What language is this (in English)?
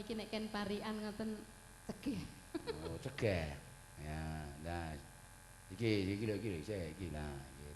Javanese